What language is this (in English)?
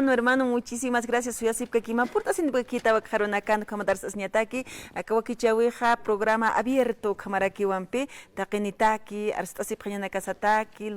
Aymara